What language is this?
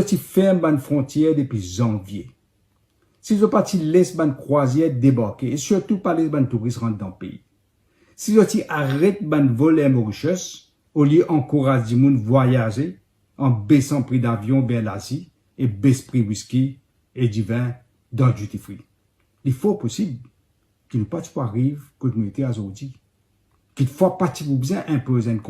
Morisyen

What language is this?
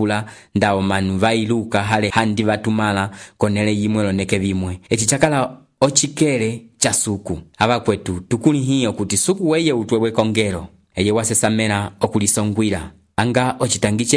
Umbundu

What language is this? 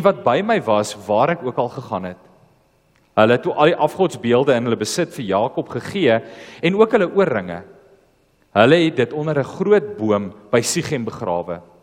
Afrikaans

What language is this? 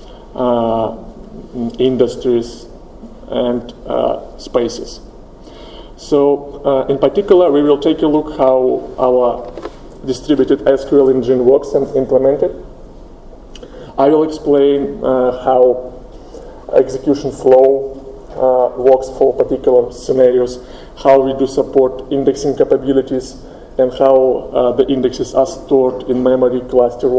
English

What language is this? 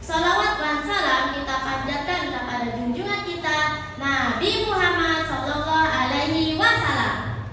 Banjar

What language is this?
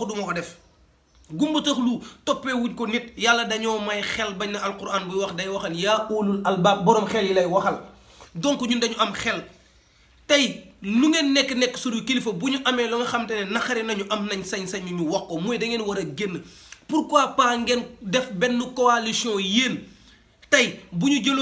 Wolof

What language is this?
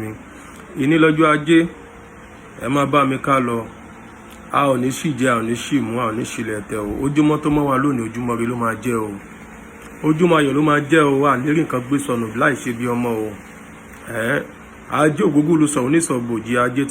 Yoruba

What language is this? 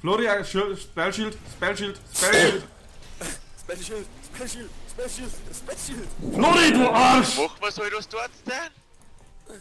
Bavarian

